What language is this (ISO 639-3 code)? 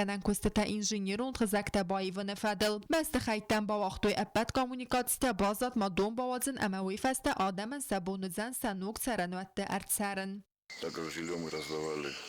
oss